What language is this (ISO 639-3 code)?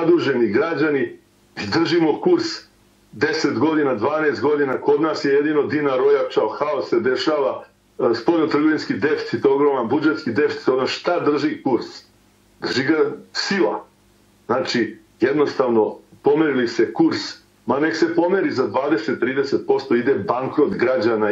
srp